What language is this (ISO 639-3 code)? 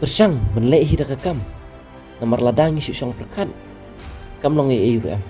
kha